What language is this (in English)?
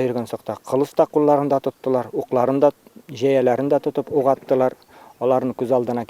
Bashkir